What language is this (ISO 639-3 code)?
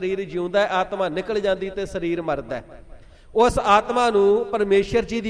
pan